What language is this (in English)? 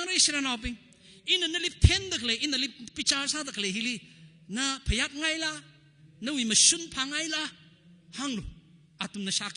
Tangkhul Naga (India)